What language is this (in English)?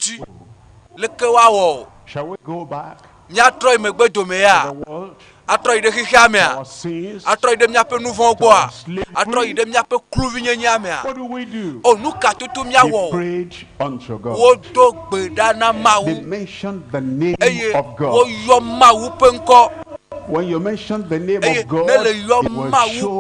Ewe